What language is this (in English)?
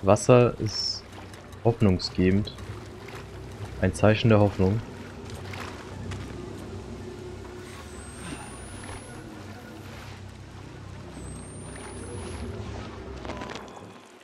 German